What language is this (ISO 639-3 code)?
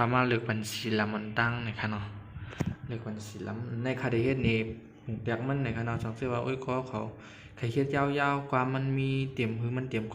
shn